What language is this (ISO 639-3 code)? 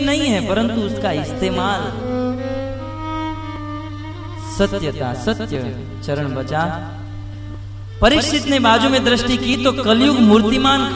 hin